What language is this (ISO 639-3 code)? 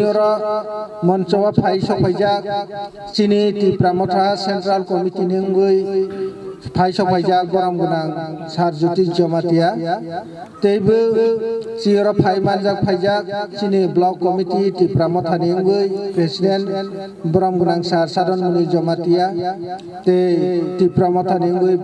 trp